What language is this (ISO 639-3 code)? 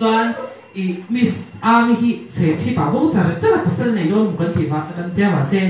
lus